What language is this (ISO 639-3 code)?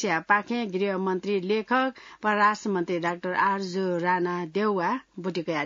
new